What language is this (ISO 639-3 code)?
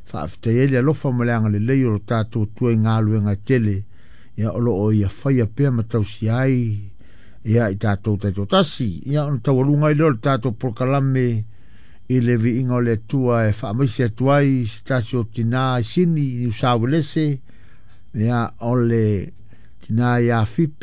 smo